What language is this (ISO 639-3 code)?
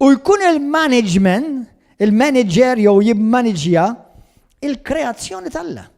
mlt